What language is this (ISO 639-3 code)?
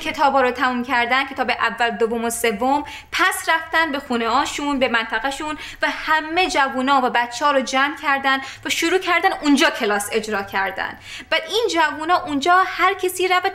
fas